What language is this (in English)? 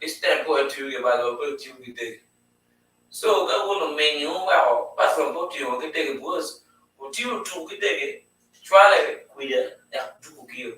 Acoli